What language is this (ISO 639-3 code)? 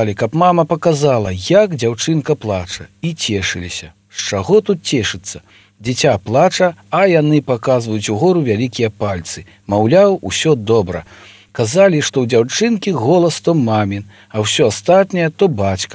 bel